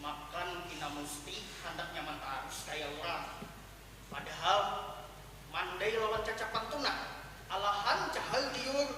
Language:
Banjar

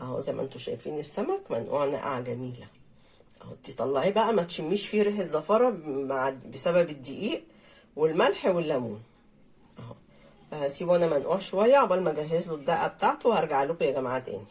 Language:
Egyptian Arabic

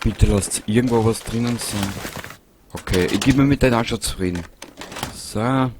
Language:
Bavarian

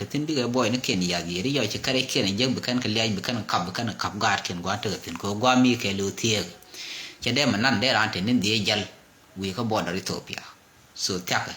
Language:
Nuer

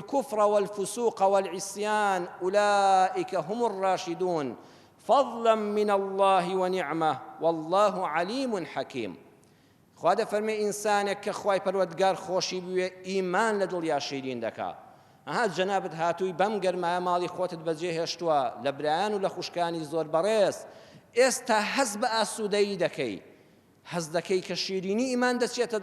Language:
Central Kurdish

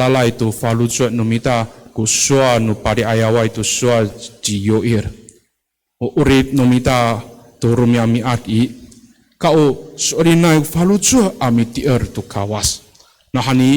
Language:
Amis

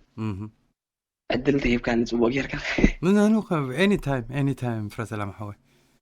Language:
Tigrinya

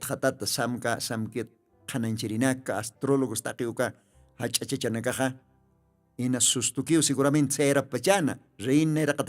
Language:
Aymara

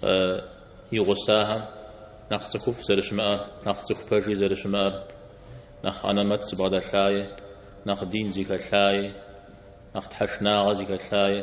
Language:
Kabardian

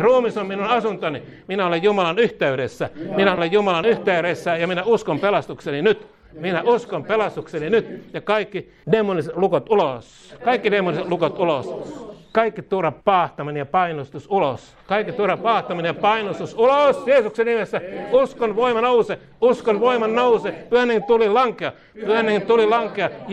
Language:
Finnish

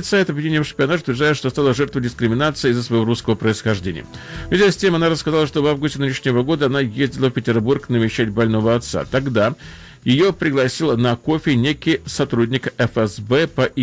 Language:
Russian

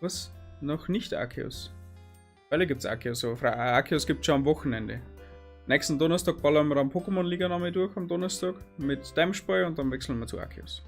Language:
Bavarian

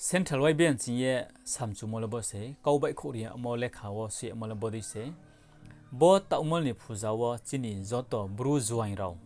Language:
Riang (India)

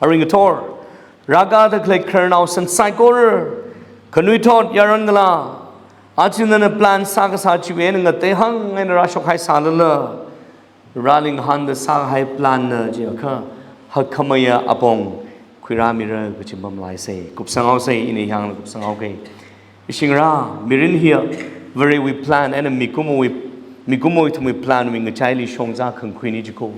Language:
Tangkhul Naga (India)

